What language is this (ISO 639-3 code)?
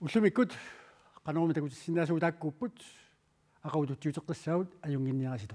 kal